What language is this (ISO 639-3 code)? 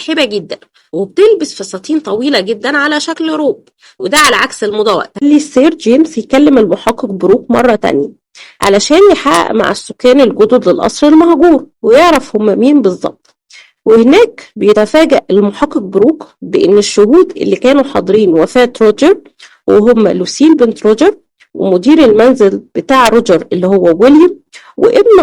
arz